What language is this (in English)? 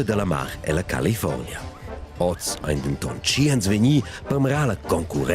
Romansh